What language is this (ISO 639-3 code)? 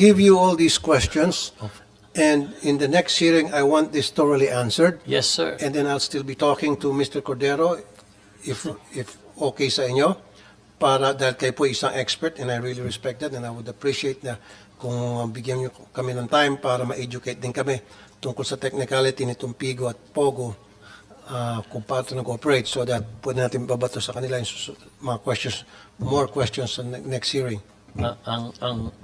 fil